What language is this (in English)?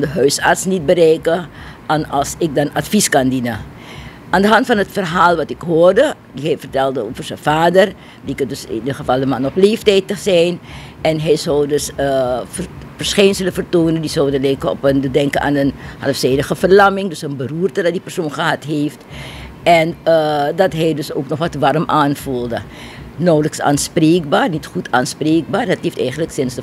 Dutch